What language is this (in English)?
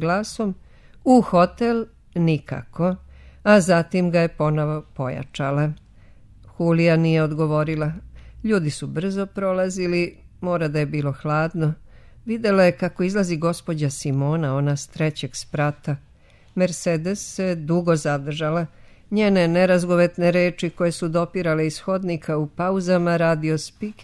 Serbian